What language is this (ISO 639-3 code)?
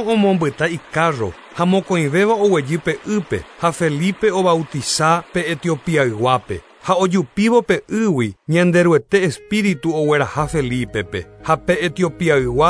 grn